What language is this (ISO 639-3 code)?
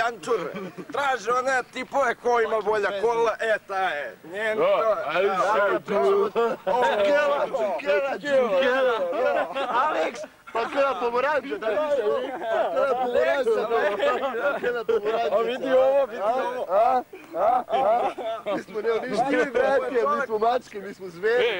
srp